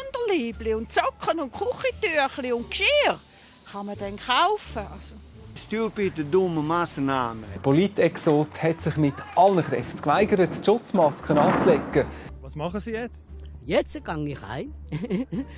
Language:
Swiss German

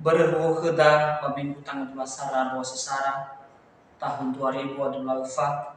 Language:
Nias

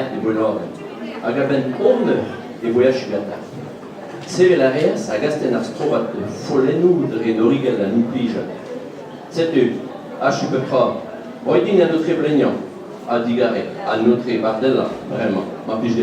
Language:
Breton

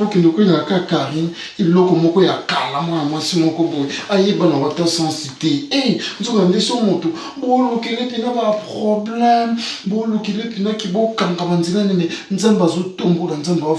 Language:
Lingala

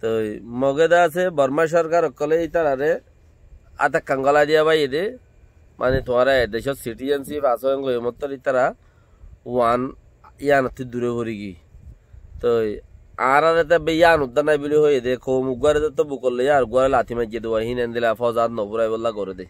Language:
Rohingya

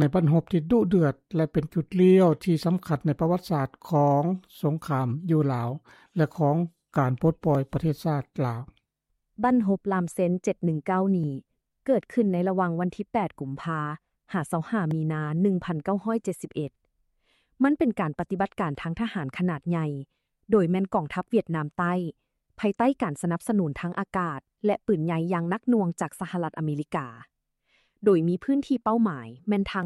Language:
Lao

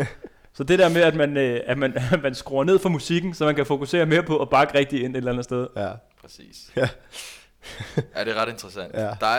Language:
Danish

